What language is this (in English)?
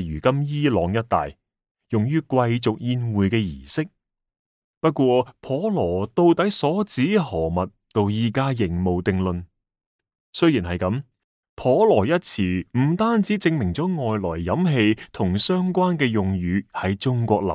Cantonese